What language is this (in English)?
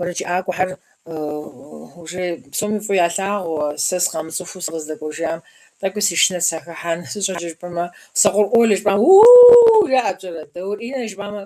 Kabardian